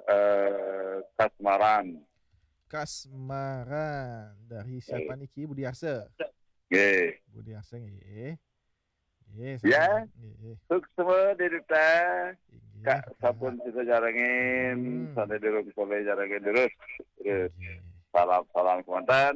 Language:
Balinese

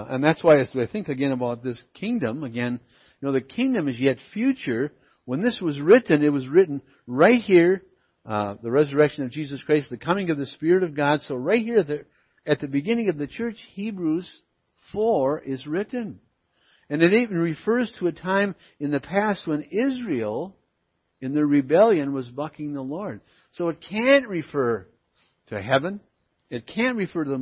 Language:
English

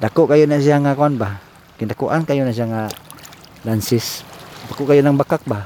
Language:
Cebuano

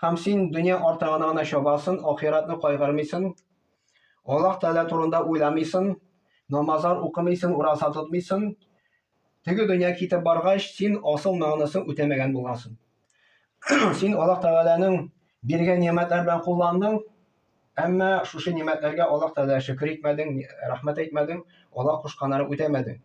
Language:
Tatar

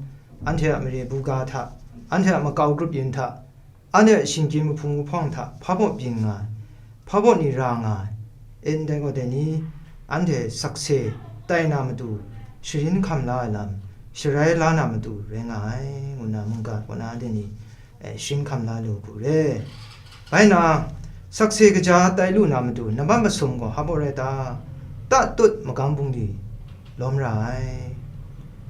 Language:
Kachin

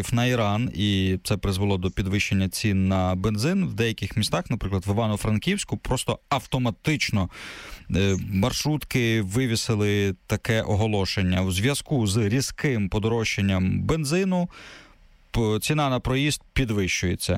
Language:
Ukrainian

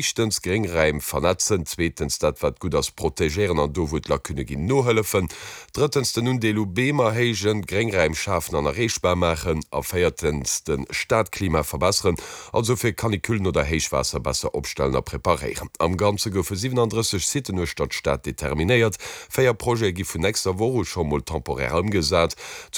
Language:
Luxembourgish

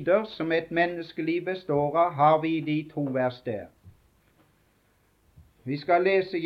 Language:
Norwegian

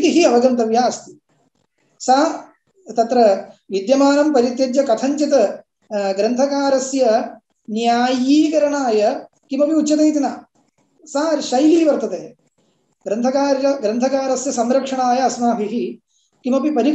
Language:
Sanskrit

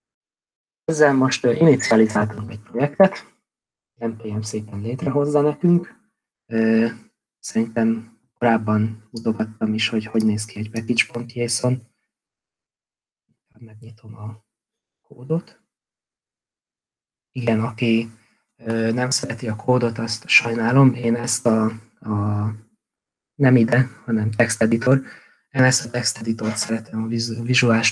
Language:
Hungarian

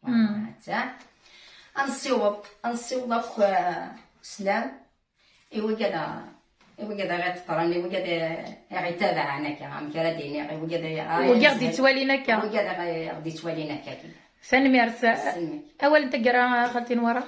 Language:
Kabyle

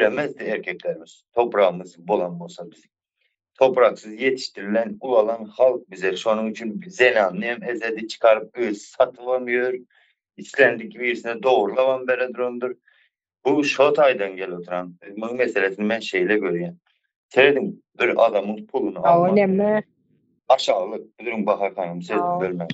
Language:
Turkmen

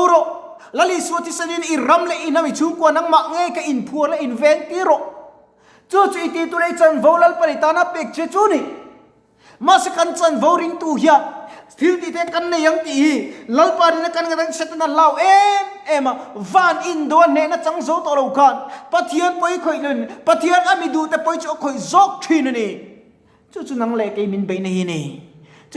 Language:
Mizo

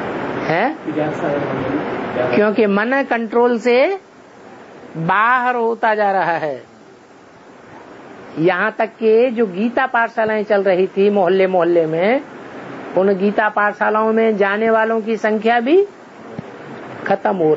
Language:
Hindi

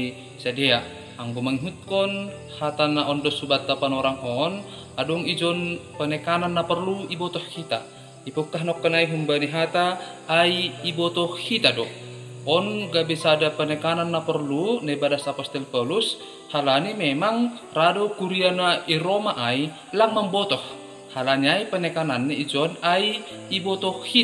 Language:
Batak Simalungun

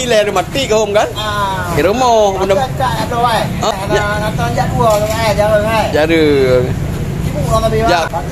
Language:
Achinese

